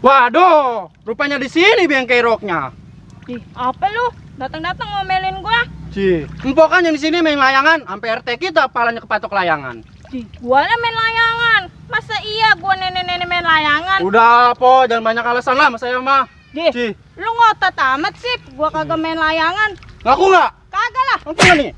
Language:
Betawi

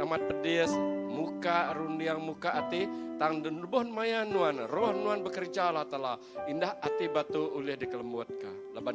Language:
Iban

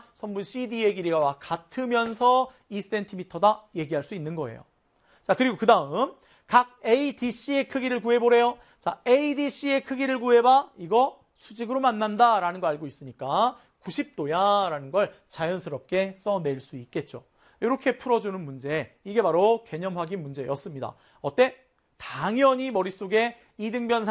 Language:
Korean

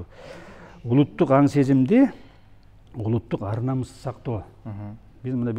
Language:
Kyrgyz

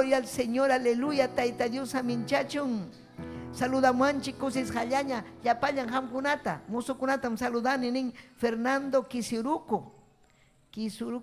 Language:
Ayacucho Quechua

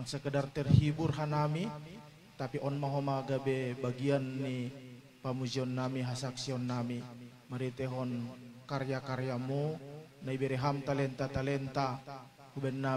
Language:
Batak Simalungun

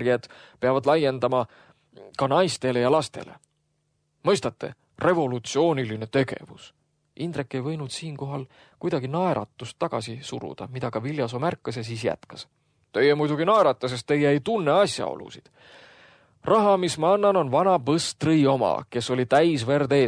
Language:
Estonian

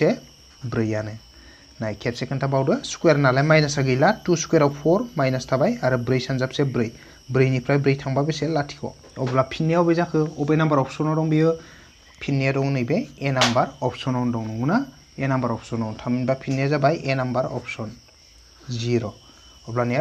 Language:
Bodo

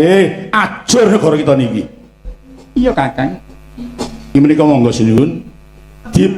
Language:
Javanese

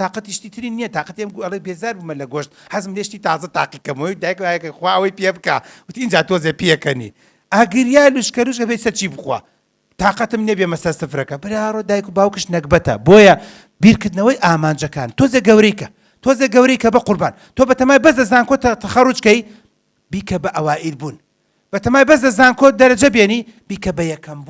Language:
Central Kurdish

